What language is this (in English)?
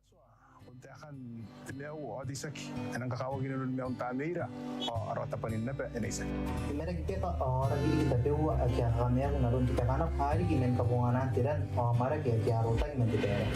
Gilbertese